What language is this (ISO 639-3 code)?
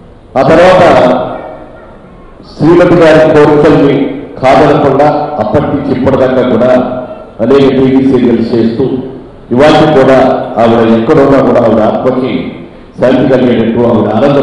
tel